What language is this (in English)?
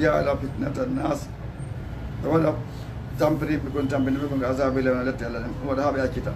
Fula